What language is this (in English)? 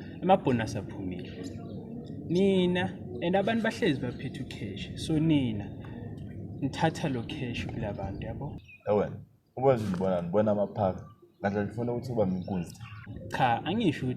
Zulu